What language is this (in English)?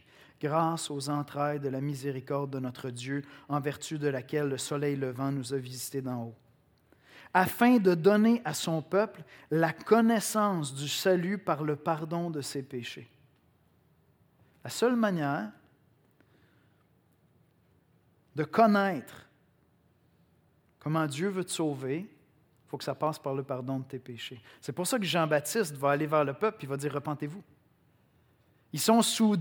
French